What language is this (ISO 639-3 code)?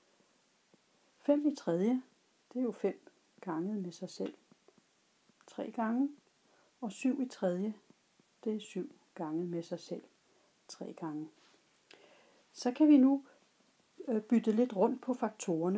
dan